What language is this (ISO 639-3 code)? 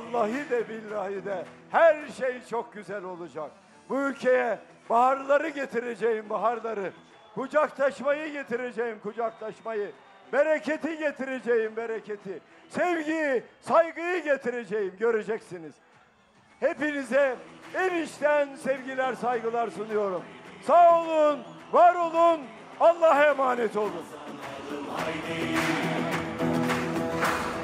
tur